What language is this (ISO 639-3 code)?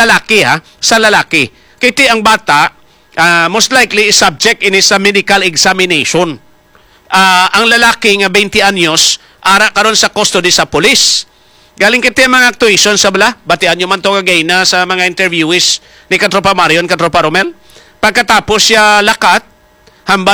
hil